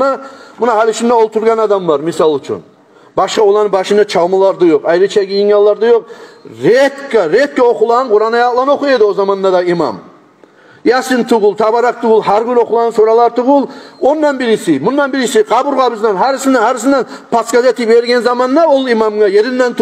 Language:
Kumyk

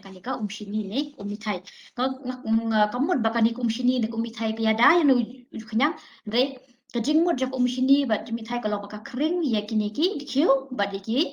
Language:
Khasi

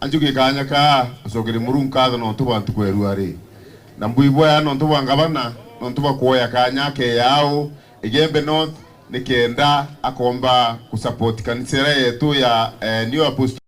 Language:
Meru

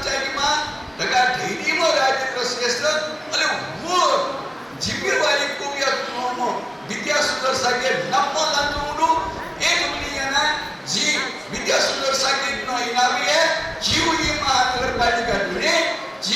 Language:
Newari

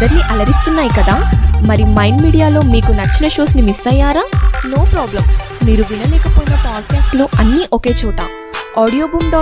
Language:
Telugu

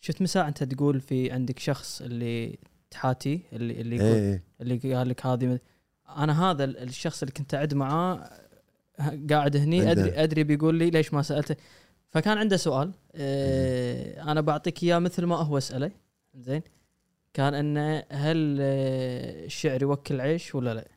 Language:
Gulf Arabic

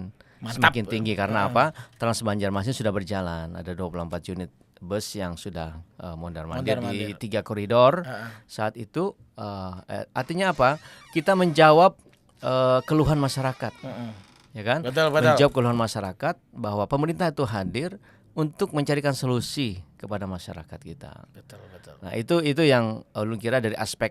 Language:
Banjar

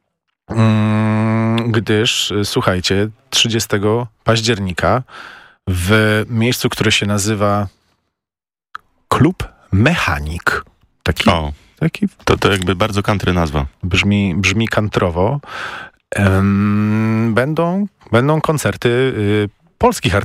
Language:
Polish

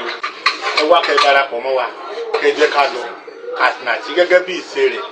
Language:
Yoruba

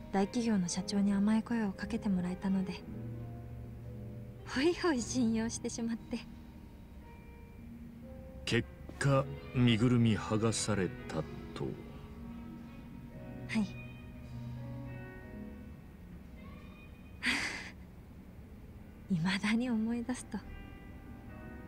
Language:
Japanese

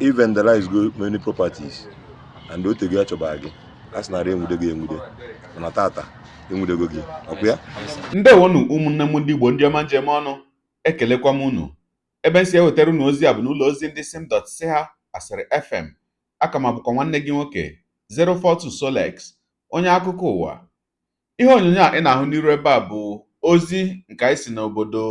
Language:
Igbo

